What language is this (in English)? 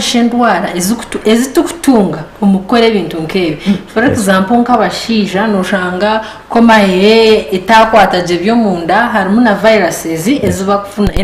Nyankole